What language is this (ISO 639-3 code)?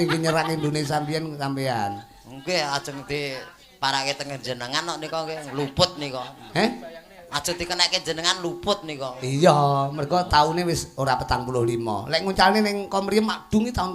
jav